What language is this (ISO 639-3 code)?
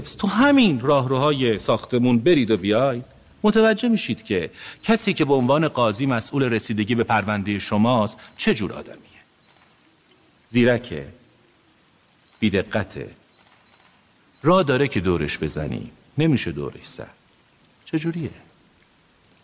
fas